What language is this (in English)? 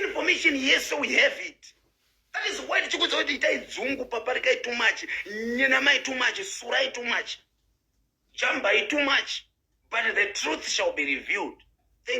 Shona